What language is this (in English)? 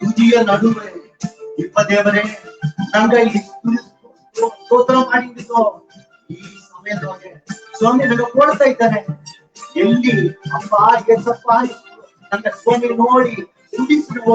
Badaga